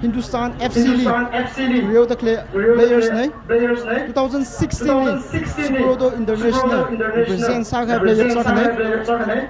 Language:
Tangkhul Naga (India)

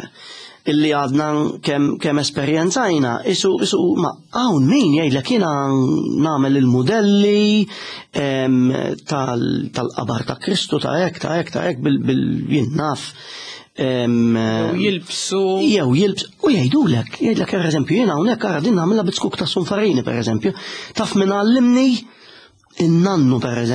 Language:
Maltese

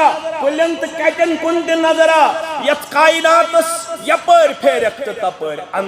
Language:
Kashmiri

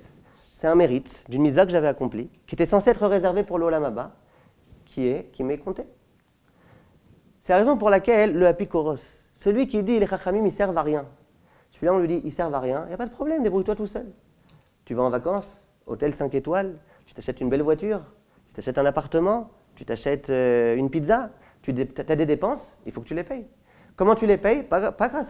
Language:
French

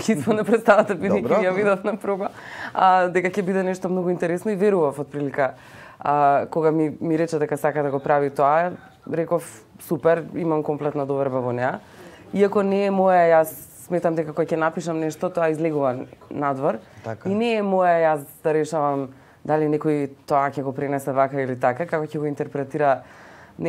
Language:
Macedonian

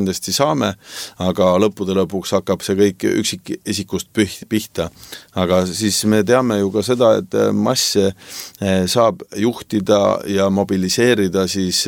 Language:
Estonian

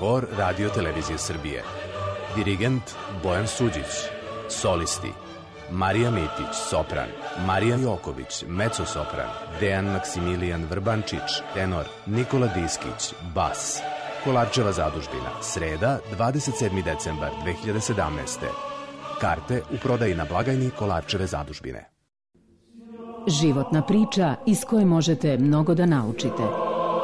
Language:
Serbian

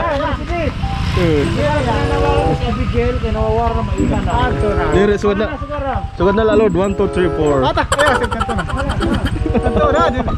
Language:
Waray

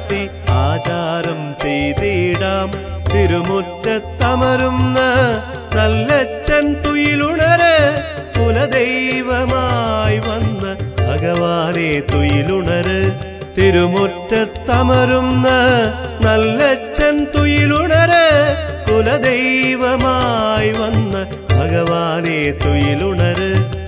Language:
Malayalam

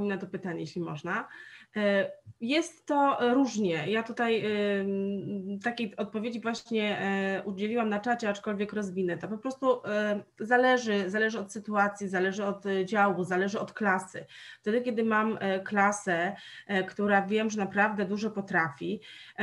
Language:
Polish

